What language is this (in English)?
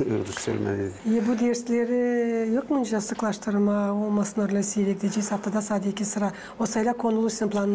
Gagauz